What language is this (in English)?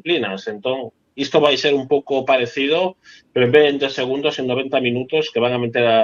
Galician